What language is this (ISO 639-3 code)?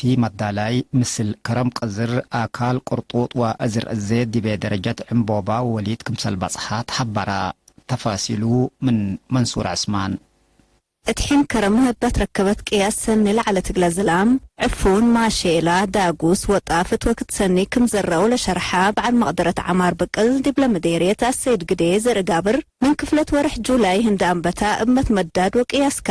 tig